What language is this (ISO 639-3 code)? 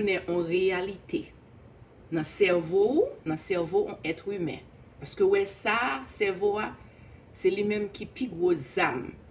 hat